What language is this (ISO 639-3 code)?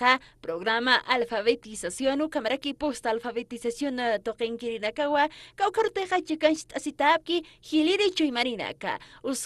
aym